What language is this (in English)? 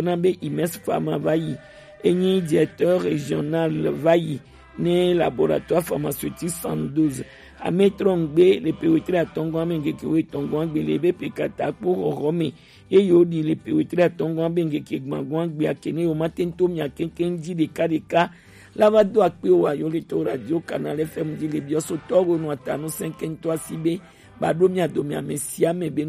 Gen